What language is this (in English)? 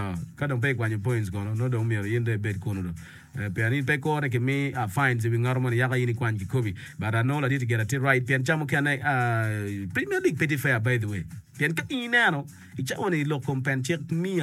Acoli